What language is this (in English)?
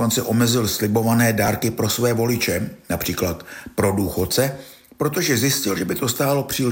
Czech